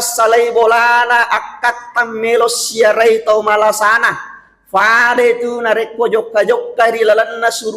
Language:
Buginese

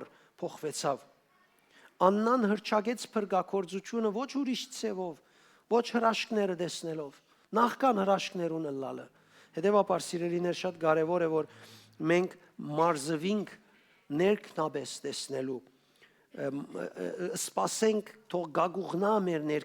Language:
Western Armenian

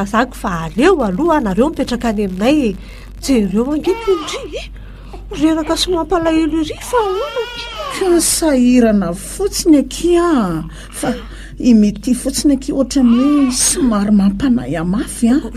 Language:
Malagasy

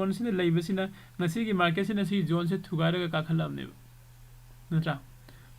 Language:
Manipuri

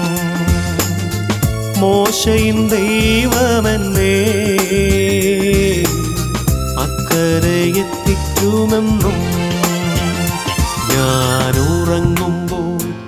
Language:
Malayalam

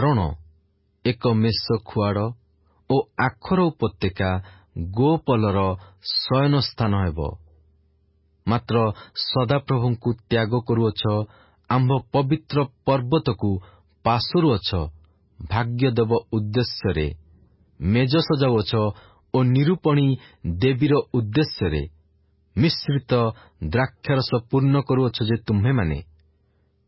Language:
Odia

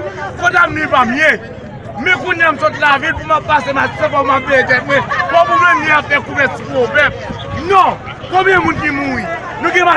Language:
Haitian Creole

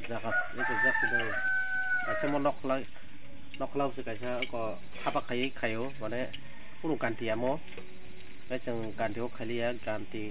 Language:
Kok Borok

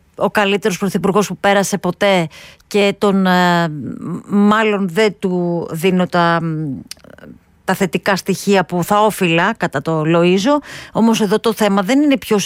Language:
Greek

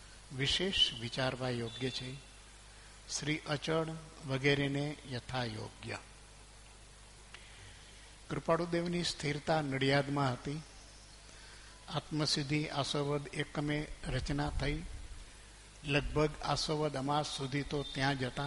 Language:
Gujarati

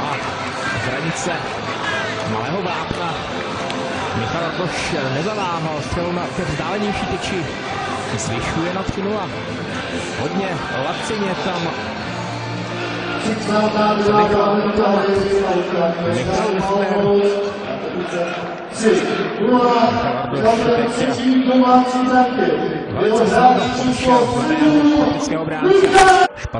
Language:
Czech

